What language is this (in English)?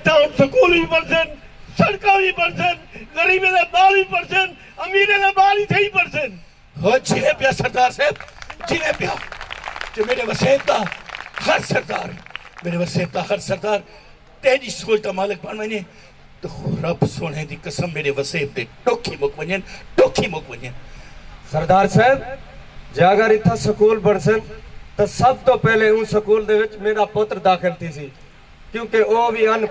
Saraiki